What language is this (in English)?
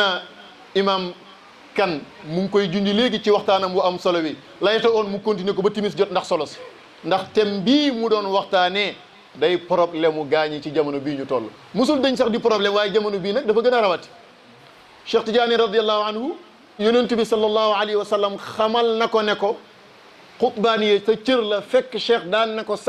Wolof